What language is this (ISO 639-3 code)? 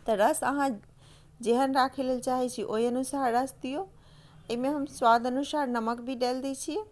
mai